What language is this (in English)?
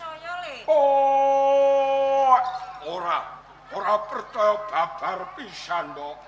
Javanese